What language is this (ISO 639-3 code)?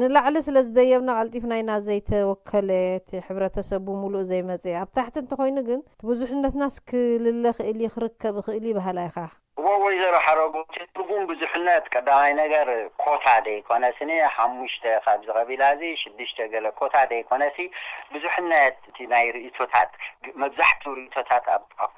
tir